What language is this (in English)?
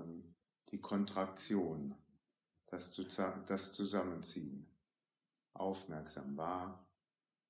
German